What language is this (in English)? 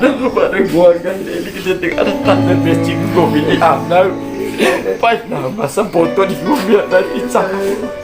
Bima